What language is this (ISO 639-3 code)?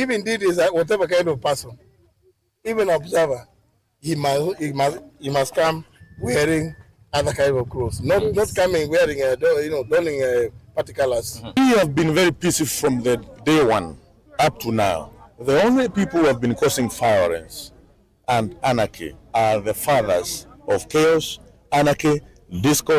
kam